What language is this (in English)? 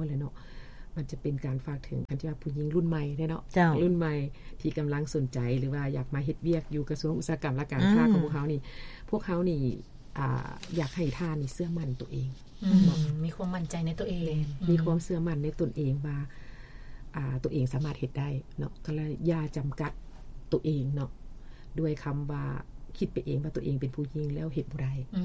Lao